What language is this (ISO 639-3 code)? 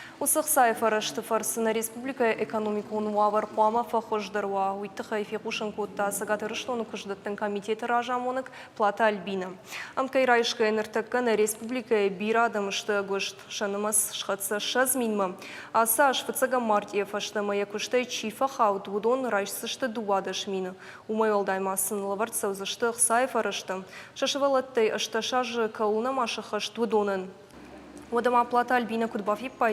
oss